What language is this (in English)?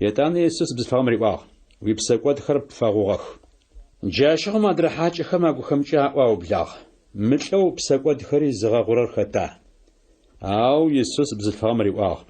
Adyghe